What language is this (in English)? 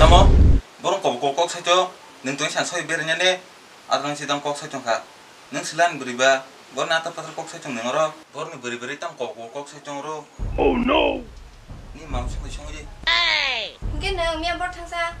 Kok Borok